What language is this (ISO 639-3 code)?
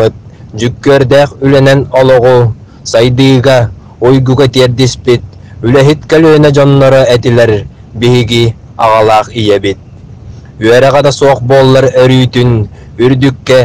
sah